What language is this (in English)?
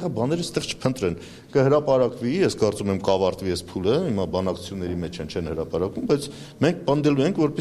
Armenian